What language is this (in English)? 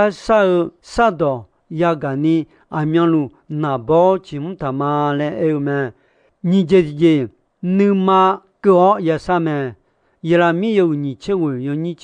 Akha